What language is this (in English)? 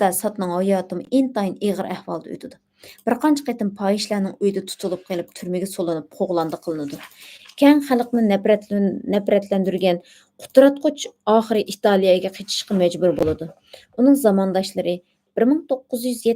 Uyghur